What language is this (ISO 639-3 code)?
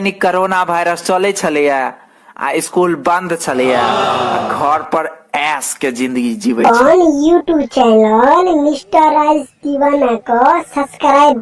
mai